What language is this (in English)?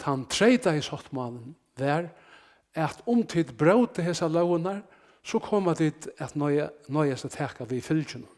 Faroese